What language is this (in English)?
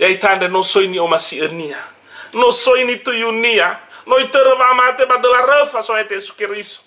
Nias